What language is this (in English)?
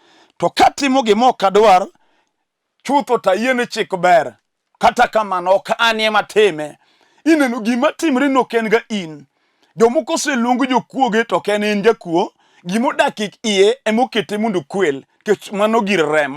Luo (Kenya and Tanzania)